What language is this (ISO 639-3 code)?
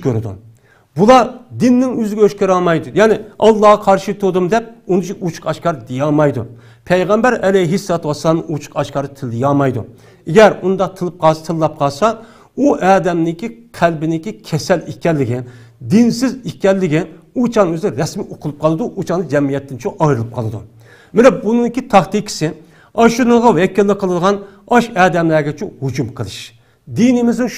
uig